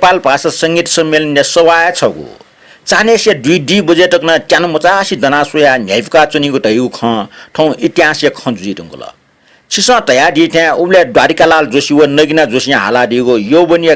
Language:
Newari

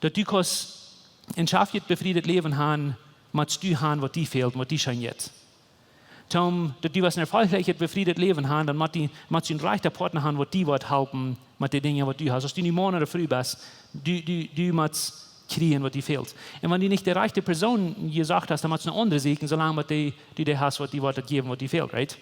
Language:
Plautdietsch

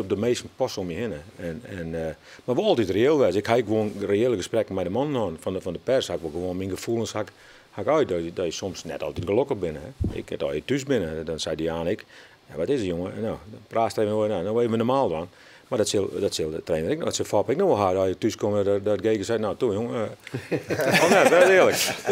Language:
Western Frisian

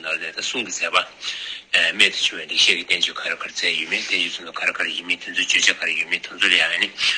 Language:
Tibetan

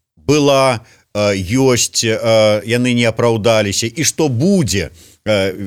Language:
Belarusian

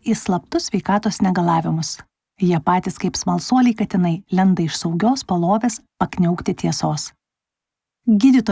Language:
Lithuanian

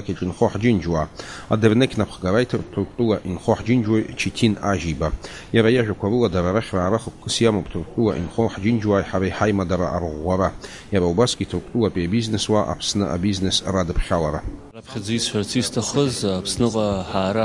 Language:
Abkhazian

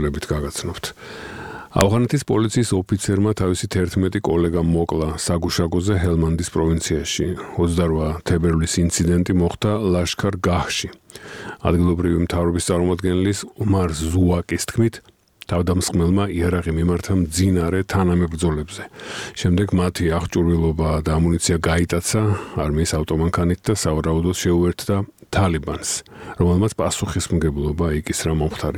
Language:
Georgian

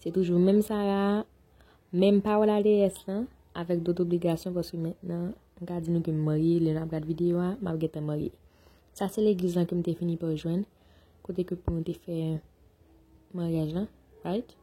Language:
Haitian Creole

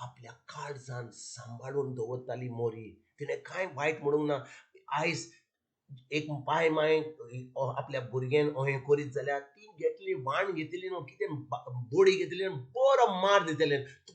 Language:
Konkani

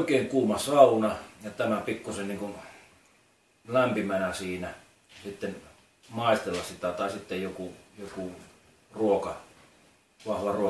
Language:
Finnish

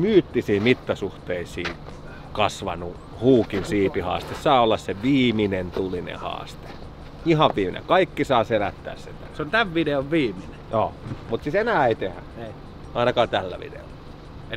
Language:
Finnish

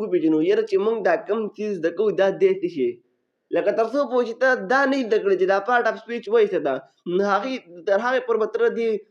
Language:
Pashto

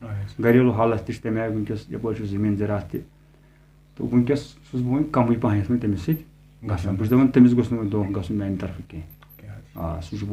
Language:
Kashmiri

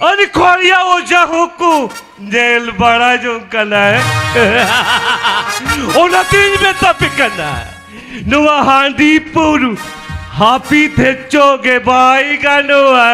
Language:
Santali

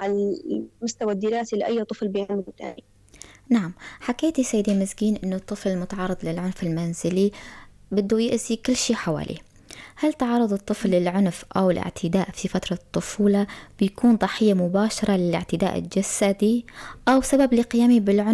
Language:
North Levantine Arabic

